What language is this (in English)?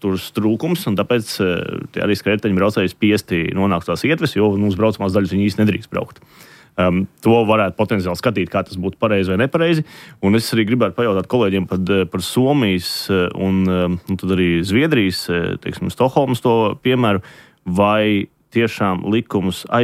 Latvian